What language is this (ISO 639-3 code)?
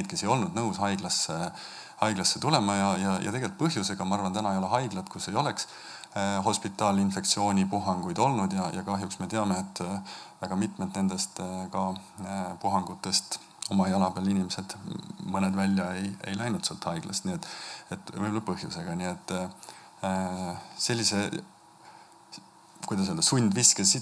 est